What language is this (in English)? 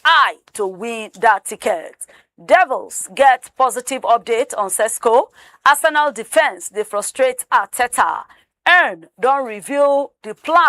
Nigerian Pidgin